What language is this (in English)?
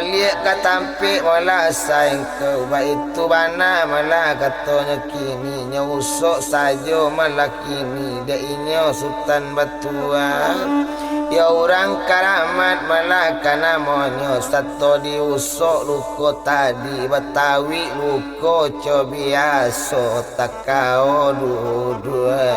Minangkabau